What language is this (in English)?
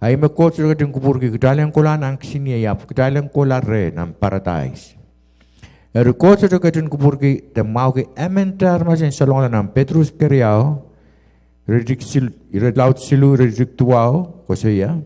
Pohnpeian